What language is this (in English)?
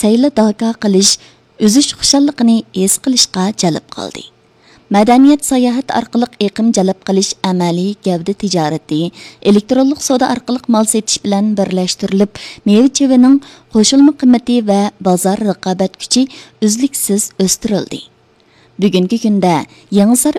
Uyghur